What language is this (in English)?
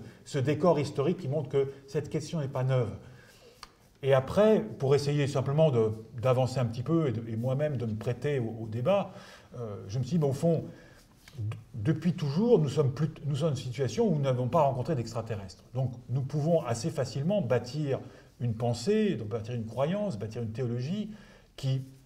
French